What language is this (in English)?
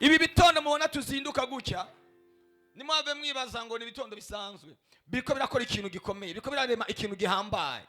Rundi